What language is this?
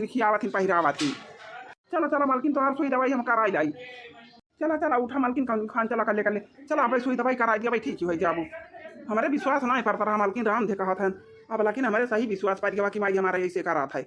Awadhi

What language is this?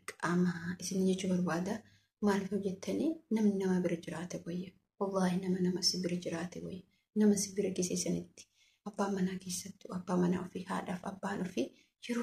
Oromo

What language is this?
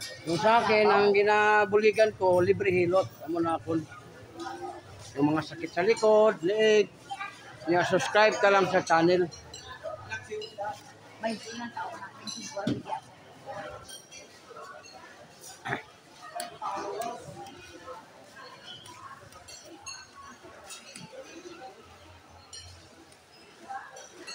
Filipino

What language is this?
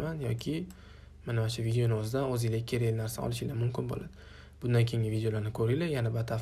Uzbek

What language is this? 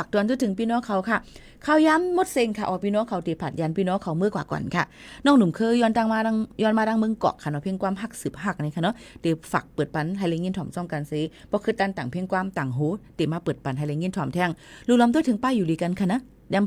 Shan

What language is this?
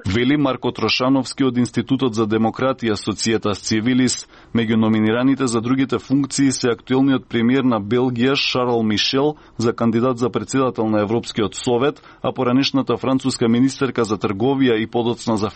Macedonian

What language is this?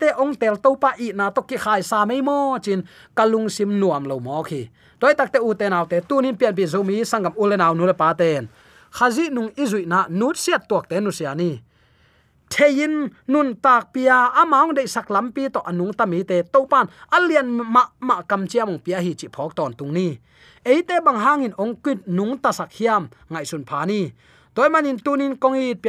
Tedim Chin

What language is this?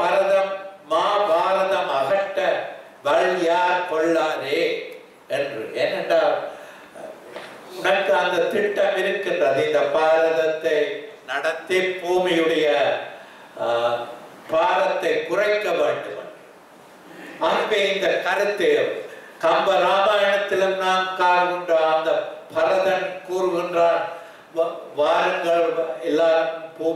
Tamil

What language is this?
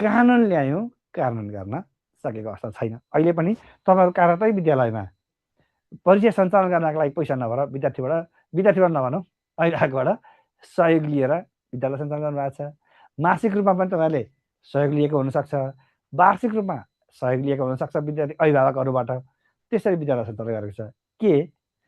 Nepali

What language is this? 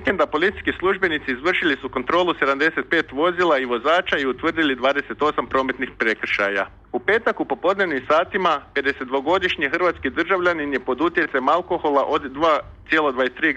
Croatian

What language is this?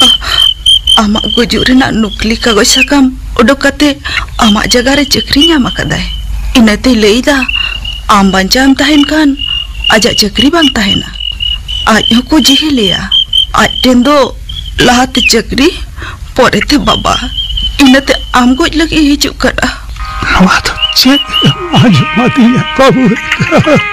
Santali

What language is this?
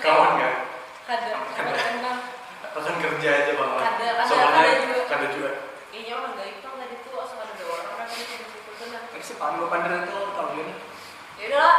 Banjar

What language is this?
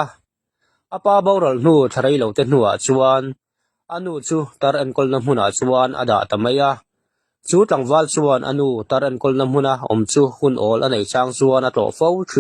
Mizo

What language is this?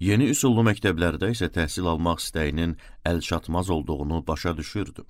Azerbaijani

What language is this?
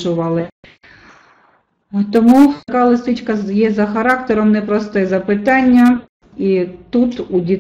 Ukrainian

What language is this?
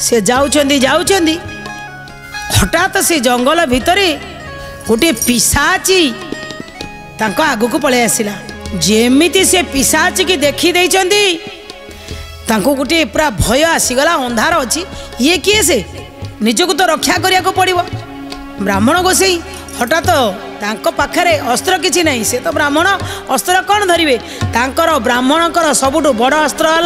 Odia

